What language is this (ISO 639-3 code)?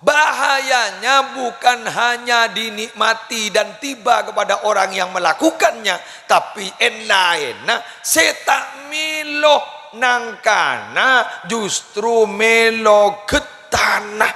mad